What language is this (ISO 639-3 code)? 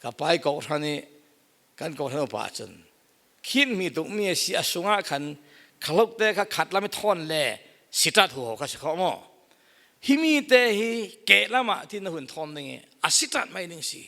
cfm